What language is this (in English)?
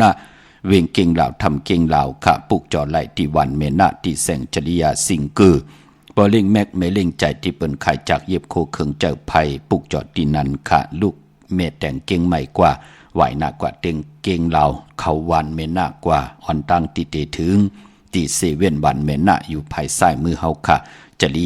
Shan